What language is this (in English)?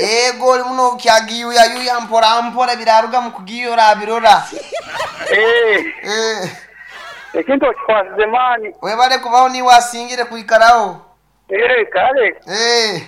Nyankole